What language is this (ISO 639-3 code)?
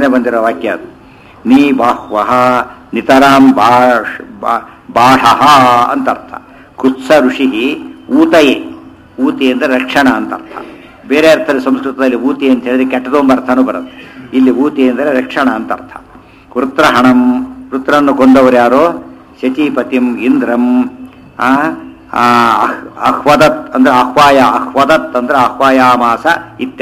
kan